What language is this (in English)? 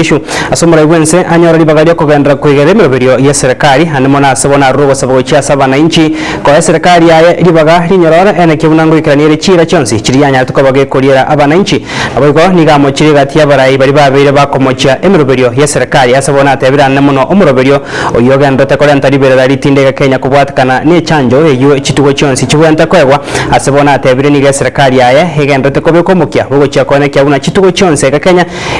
Gusii